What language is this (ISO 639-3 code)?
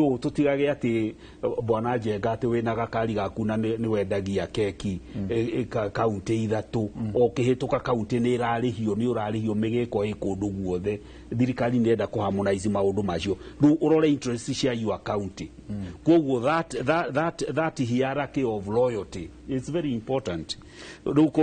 kik